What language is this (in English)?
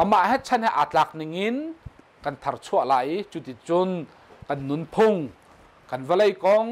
Hakha Chin